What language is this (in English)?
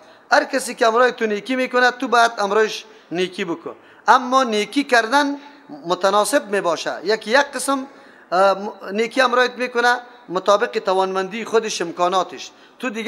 Persian